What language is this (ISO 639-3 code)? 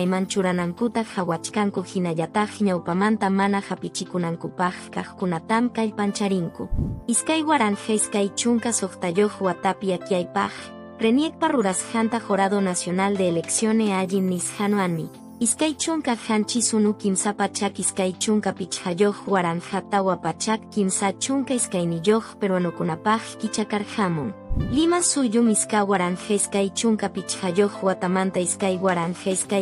que